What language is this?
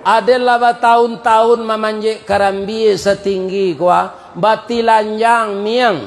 Minangkabau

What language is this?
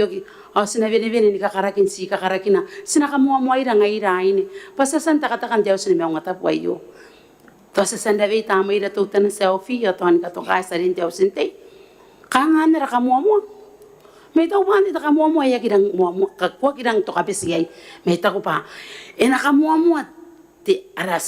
Gilbertese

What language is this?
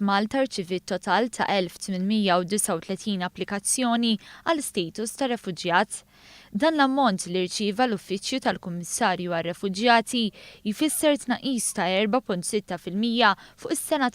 Maltese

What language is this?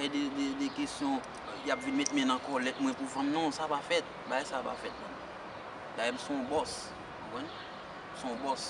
Haitian Creole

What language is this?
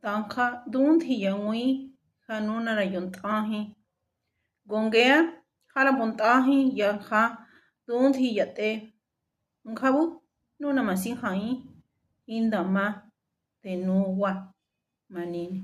Mezquital Otomi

